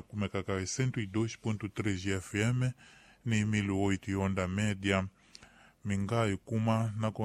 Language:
Tsonga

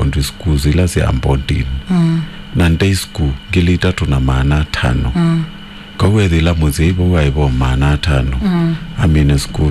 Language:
Kamba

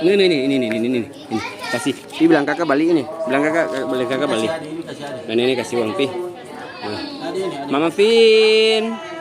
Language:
Ambonese Malay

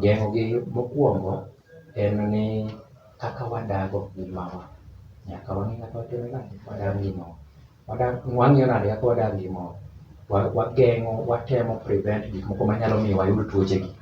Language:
Luo (Kenya and Tanzania)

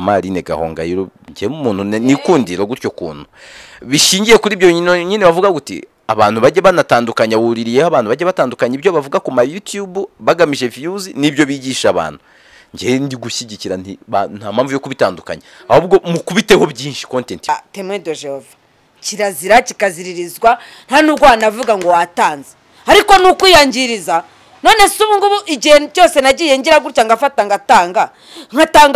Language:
Kinyarwanda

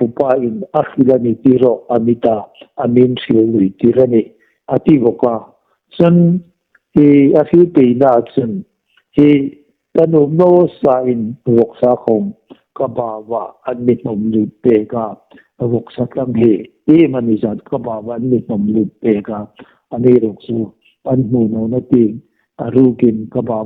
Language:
Hmar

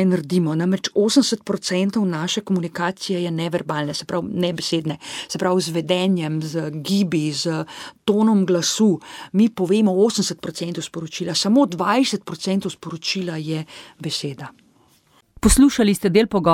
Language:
Slovenian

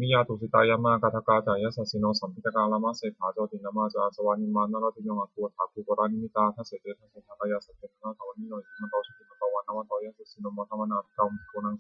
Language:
Pali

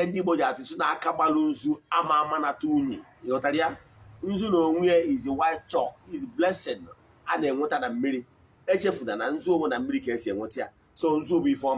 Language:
Igbo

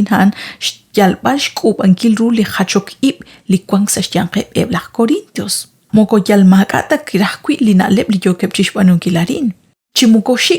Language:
Kekchí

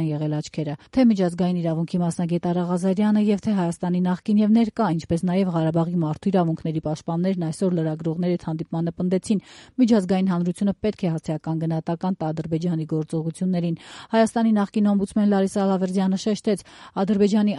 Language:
Armenian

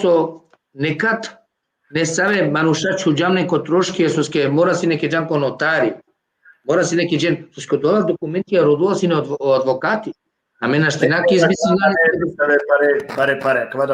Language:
Balkan Romani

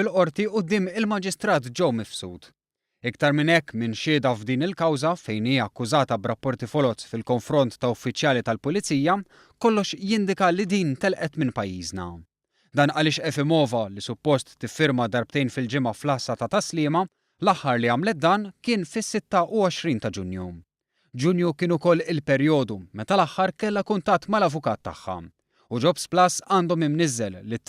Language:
Maltese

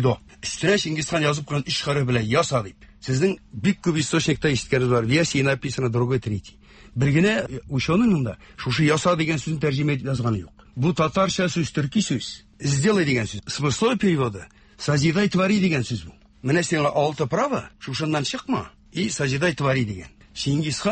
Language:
Tatar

